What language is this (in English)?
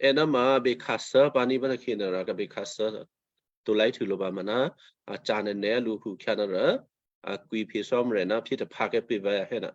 Western Kayah